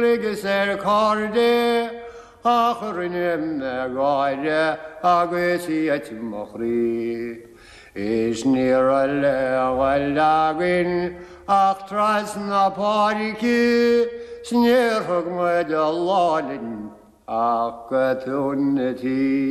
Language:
Irish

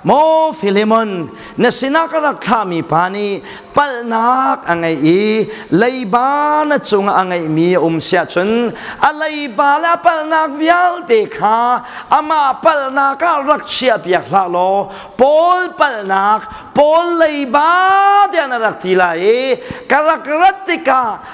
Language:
Hakha Chin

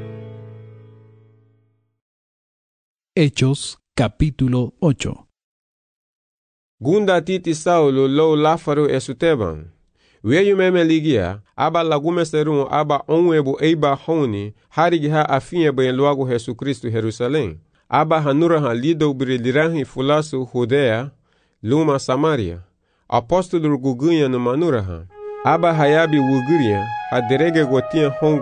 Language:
Garifuna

